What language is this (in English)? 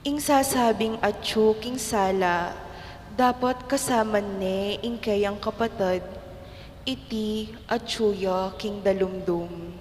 Pampanga